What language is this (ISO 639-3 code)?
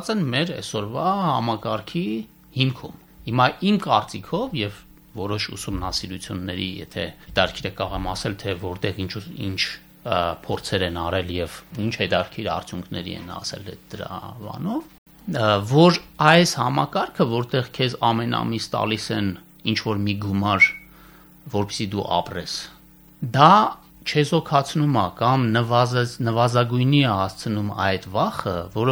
hye